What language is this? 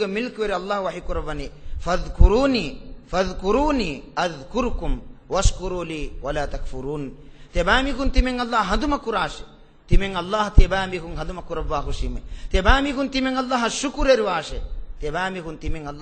Divehi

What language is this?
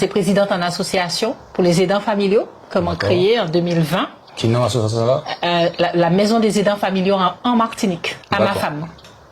Guadeloupean Creole French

